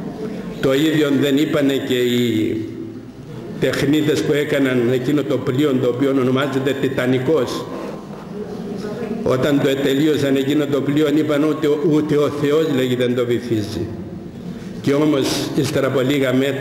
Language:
Greek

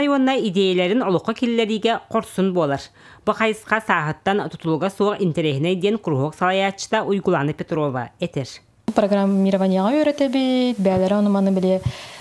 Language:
Yakut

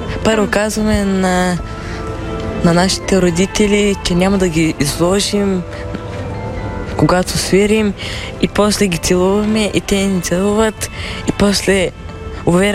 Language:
Bulgarian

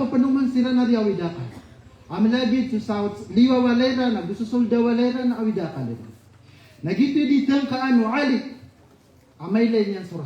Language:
Maranao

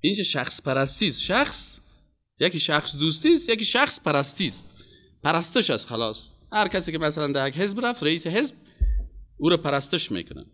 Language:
Persian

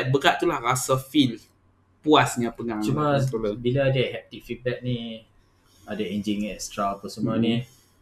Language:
Malay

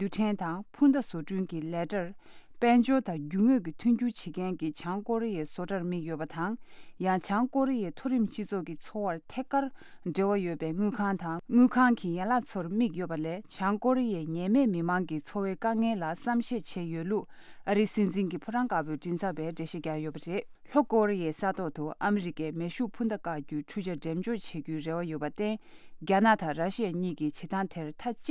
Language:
Tibetan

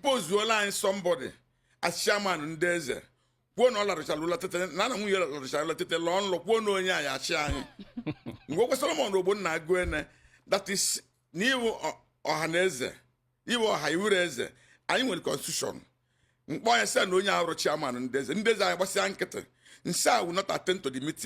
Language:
Igbo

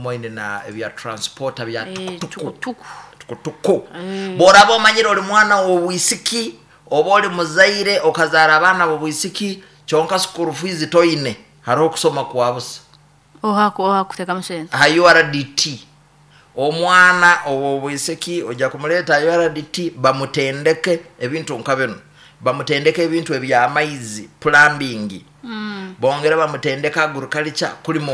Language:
Nyankole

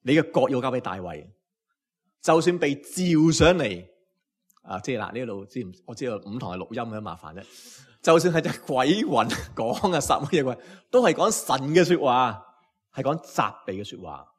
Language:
Cantonese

